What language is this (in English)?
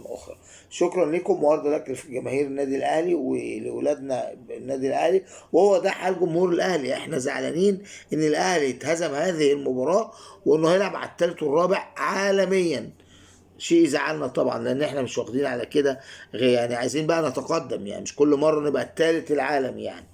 Egyptian Arabic